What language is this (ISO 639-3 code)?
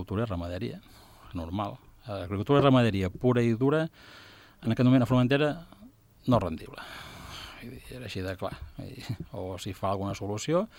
cat